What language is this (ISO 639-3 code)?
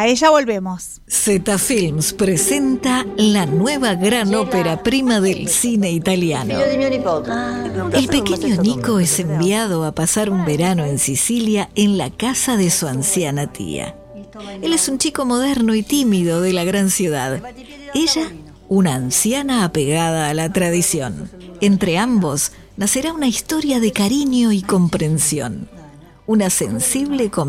spa